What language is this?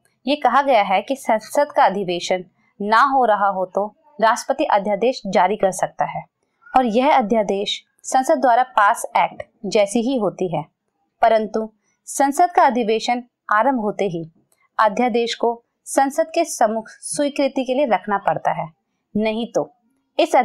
Hindi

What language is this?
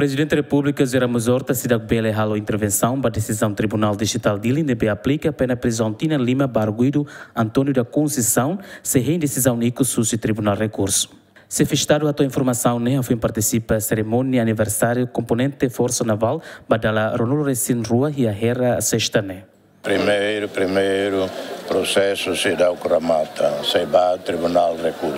Tetum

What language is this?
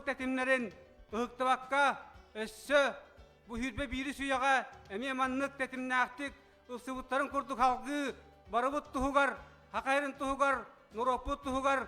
Yakut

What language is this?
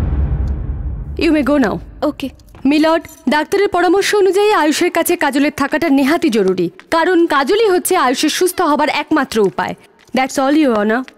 Bangla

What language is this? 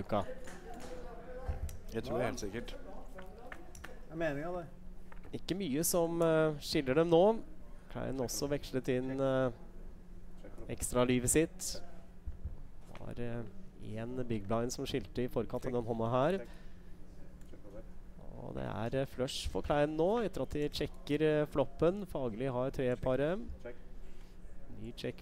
Norwegian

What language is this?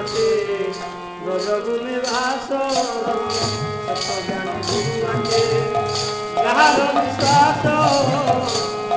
Odia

